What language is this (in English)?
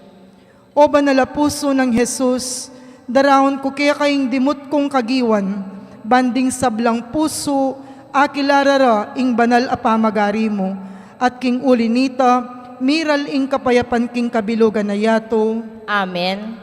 Pampanga